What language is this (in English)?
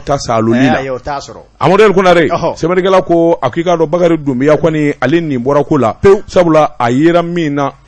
Bambara